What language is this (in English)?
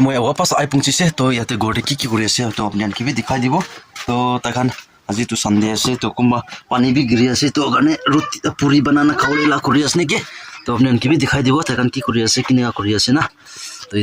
Naga Pidgin